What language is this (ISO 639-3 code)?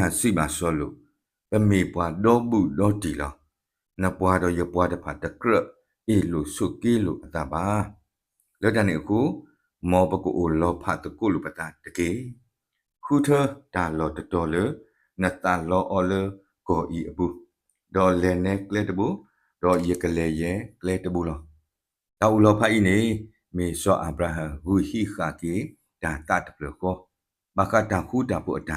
ksw